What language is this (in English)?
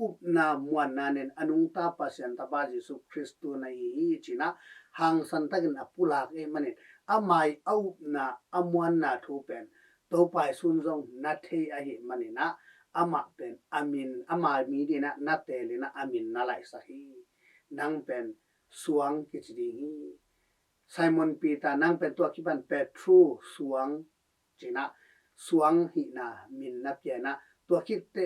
Tedim Chin